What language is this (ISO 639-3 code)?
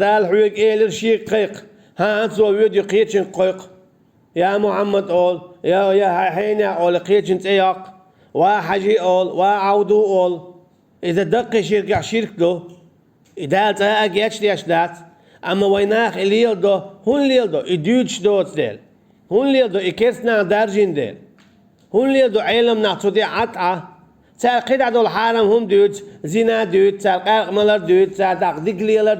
che